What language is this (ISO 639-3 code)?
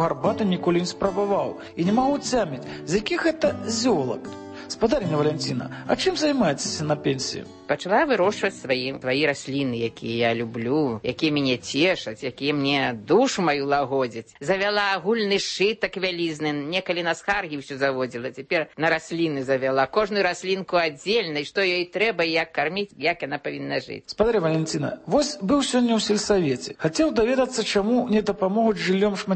bel